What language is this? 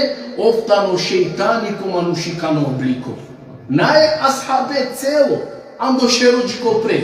Balkan Romani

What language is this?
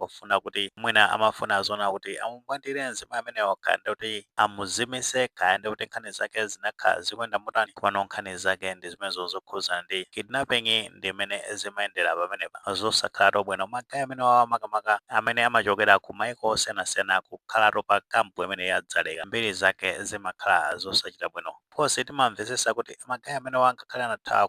Nyanja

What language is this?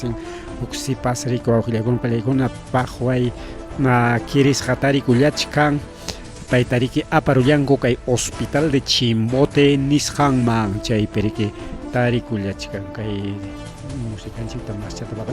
Ayacucho Quechua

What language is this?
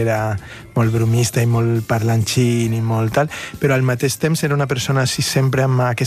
Catalan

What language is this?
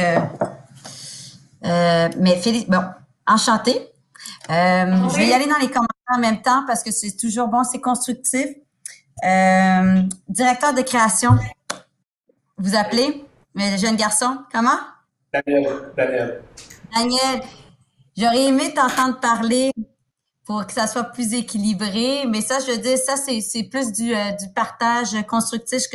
French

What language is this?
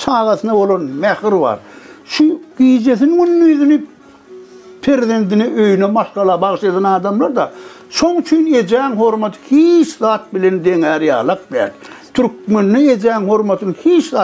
Turkmen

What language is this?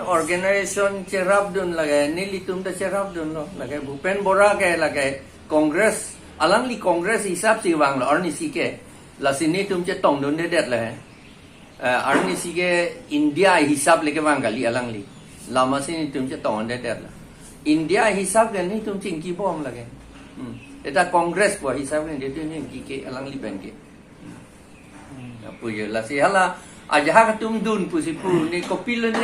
Karbi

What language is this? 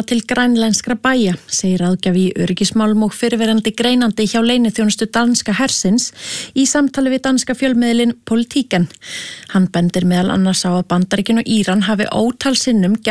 Icelandic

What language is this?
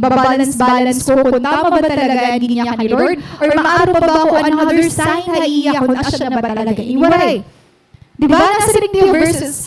Waray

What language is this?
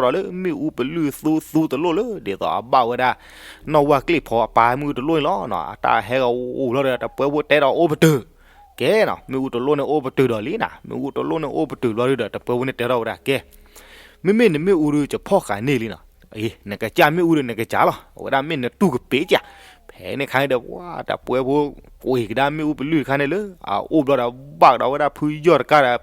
S'gaw Karen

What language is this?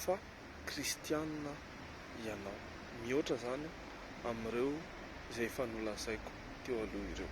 Malagasy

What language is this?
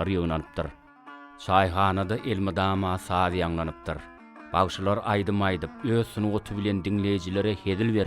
Turkmen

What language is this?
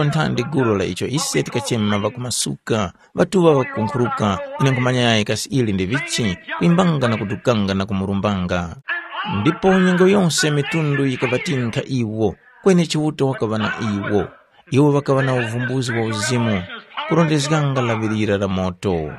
Tumbuka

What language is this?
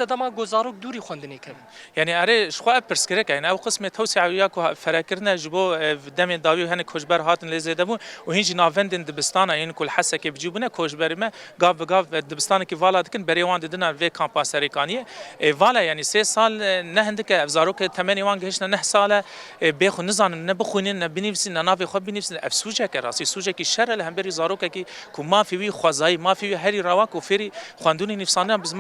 Kurdish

